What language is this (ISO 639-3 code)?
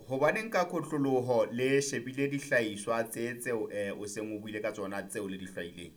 sot